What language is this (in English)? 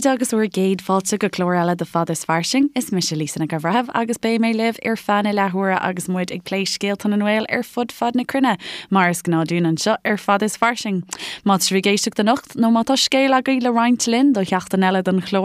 Irish